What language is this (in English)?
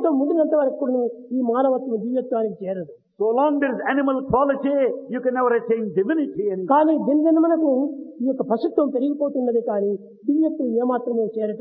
Telugu